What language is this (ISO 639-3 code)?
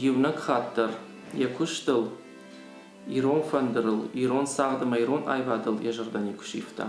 oss